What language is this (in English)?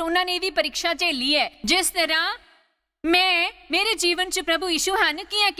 Dogri